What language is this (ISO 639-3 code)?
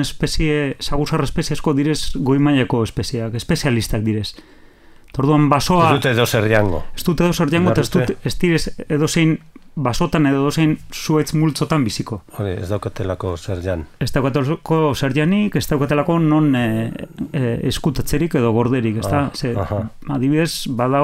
eus